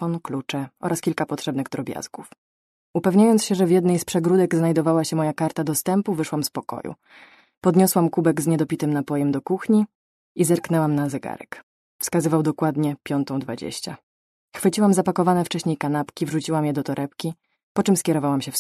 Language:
Polish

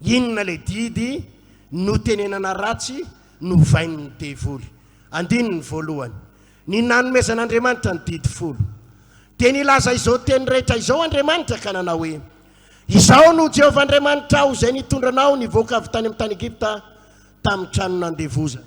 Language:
Malagasy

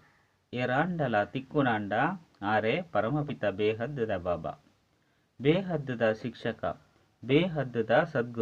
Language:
Tulu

